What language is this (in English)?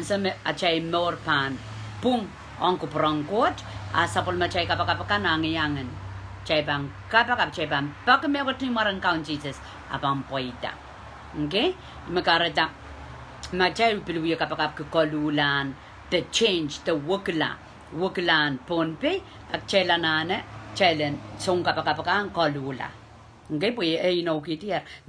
Pohnpeian